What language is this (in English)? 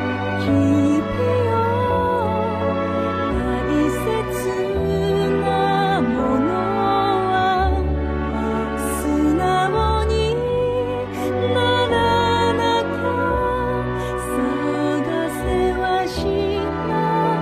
Japanese